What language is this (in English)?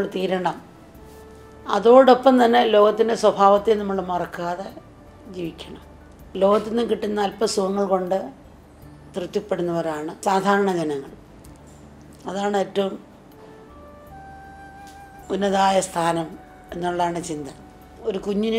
Malayalam